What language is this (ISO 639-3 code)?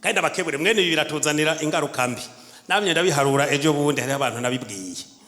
run